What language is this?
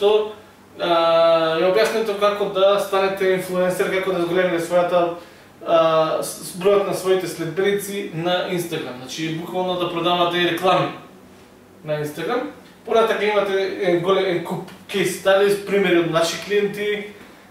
Macedonian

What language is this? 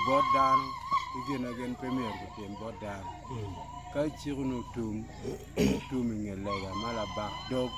Acoli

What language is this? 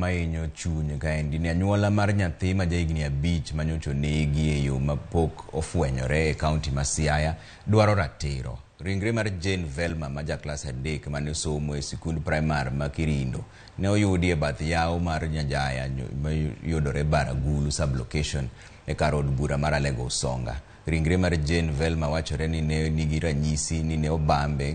Luo (Kenya and Tanzania)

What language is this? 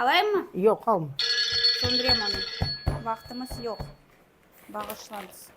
Crimean Tatar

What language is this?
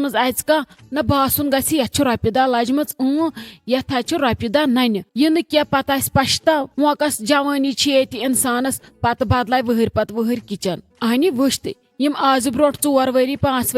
Kashmiri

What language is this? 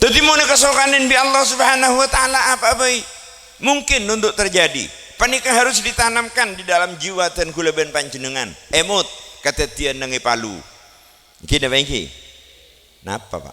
Madurese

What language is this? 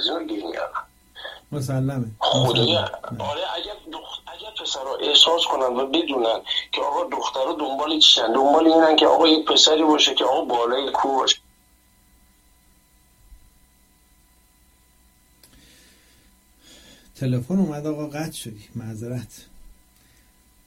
Persian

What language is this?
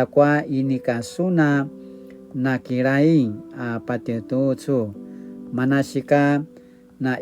Paiwan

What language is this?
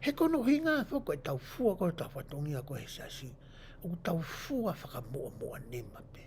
Tongan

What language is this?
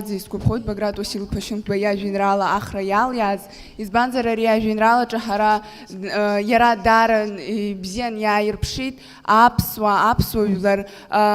Abkhazian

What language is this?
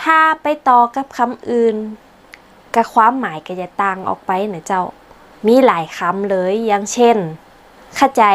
Northern Thai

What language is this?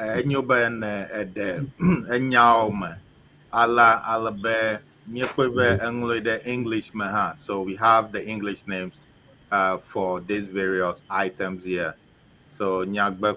Ewe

